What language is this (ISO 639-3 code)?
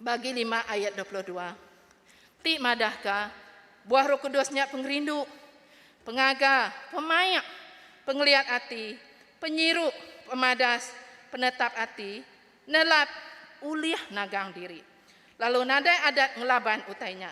iba